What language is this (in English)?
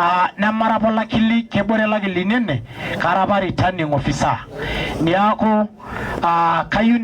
Masai